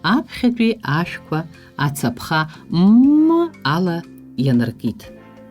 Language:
Abkhazian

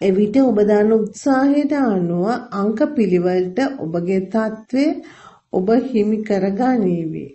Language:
Sinhala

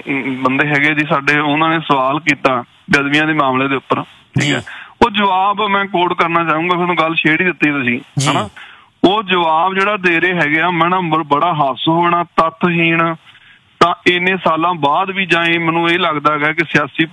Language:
Punjabi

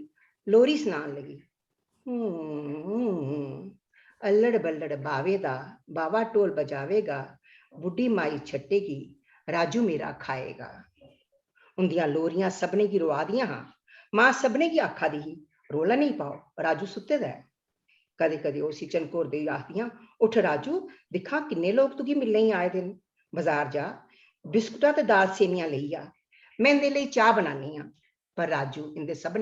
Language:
Dogri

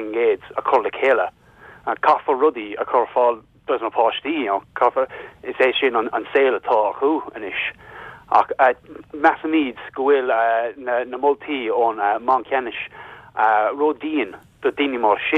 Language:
Irish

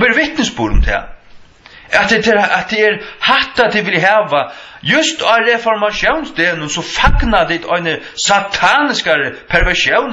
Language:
Faroese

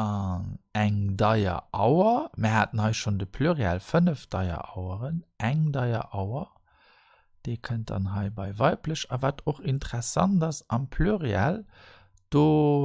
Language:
Luxembourgish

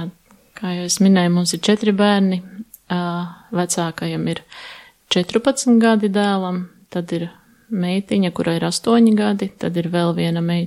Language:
Latvian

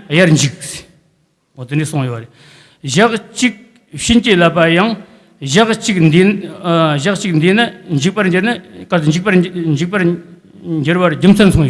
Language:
Tibetan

